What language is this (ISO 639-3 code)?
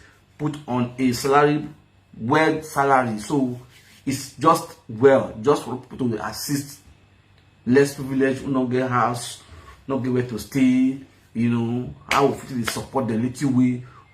pcm